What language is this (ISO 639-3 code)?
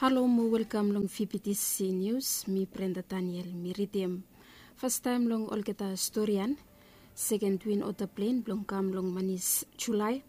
bis